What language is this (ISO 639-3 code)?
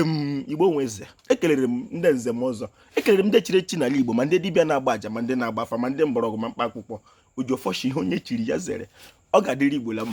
ibo